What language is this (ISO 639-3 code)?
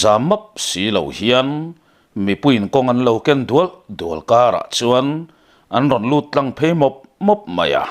lus